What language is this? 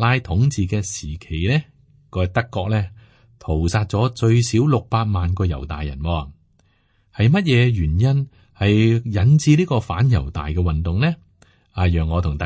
Cantonese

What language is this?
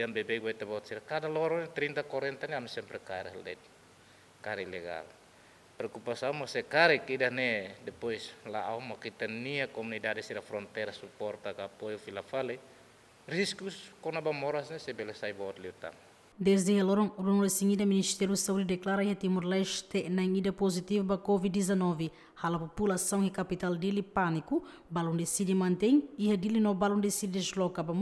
Tetum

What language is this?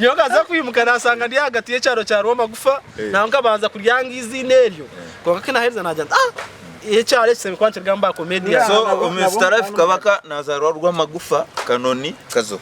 Nyankole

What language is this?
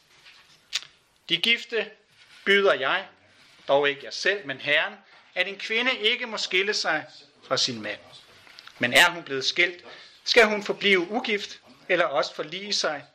Danish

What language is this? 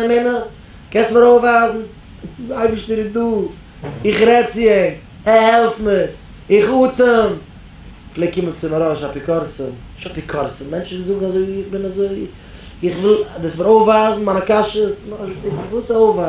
Yiddish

